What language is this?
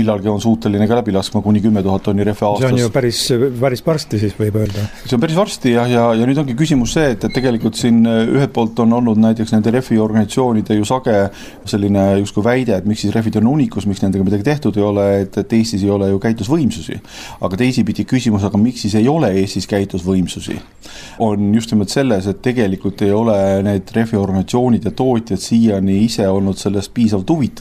Estonian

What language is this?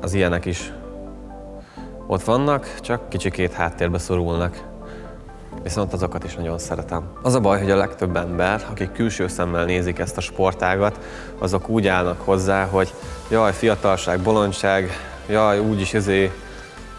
Hungarian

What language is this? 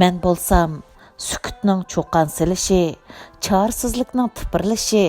Uyghur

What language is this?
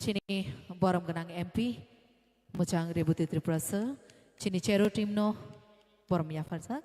Kok Borok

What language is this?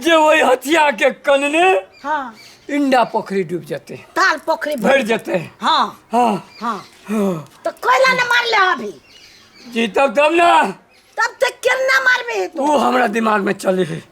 Maithili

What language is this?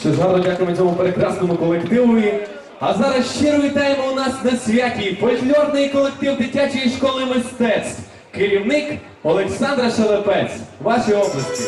Rusyn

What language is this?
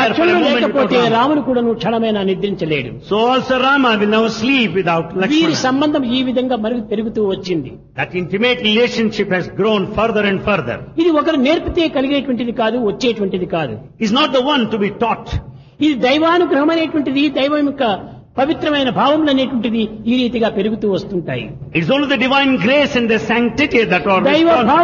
Telugu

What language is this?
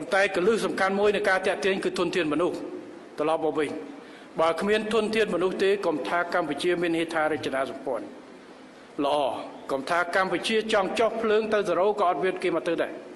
Khmer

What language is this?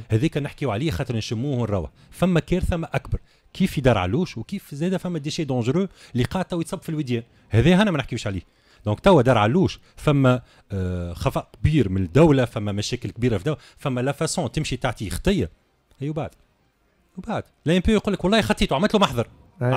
Tunisian Arabic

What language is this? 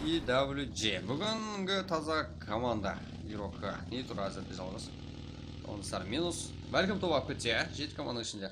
Kara-Kalpak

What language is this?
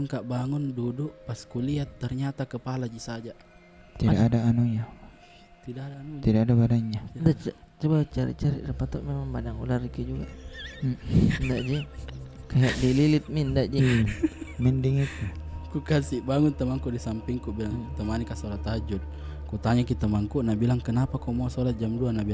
Makassar Malay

